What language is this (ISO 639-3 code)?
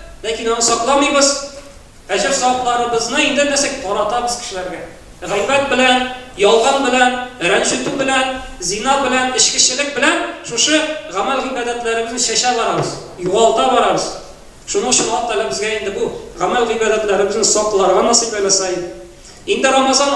tat